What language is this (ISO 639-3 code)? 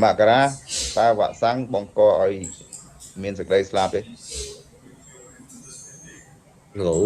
khm